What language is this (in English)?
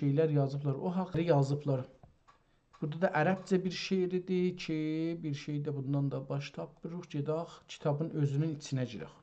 South Azerbaijani